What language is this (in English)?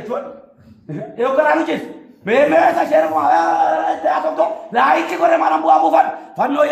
Oromo